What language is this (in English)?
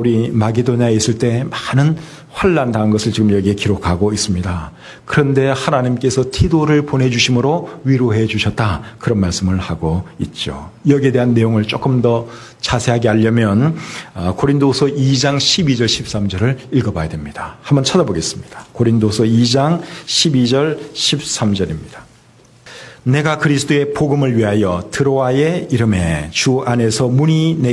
Korean